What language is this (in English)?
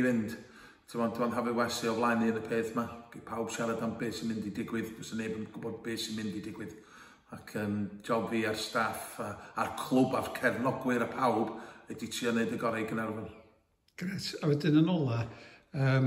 Welsh